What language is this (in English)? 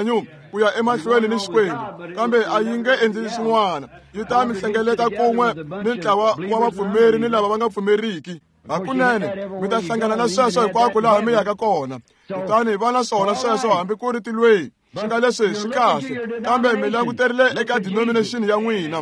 Tsonga